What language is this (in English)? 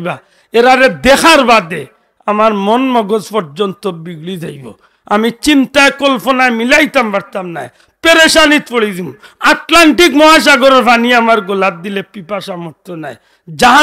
Sylheti